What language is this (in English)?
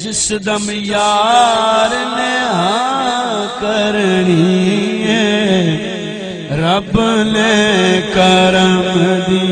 Saraiki